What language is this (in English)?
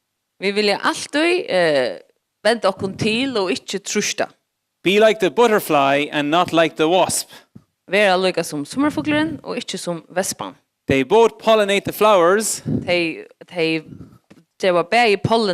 Faroese